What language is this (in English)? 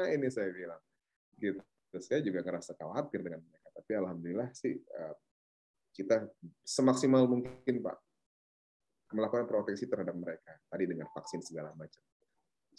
Indonesian